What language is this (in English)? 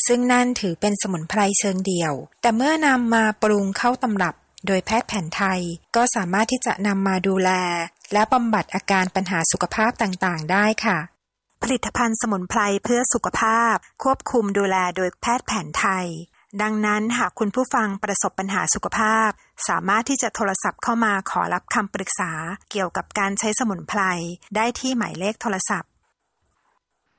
Thai